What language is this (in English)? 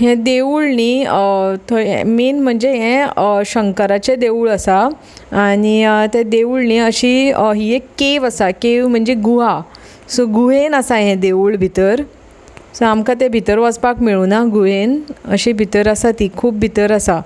Konkani